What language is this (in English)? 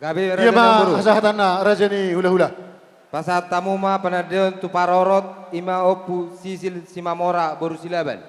Batak Toba